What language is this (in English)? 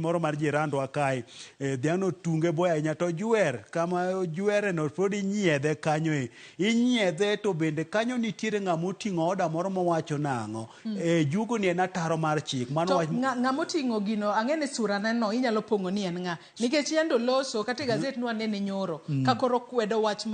Luo (Kenya and Tanzania)